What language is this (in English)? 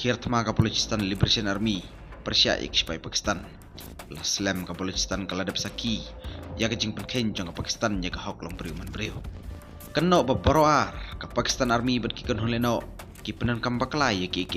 Khasi